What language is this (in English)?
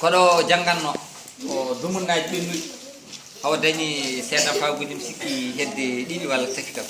Fula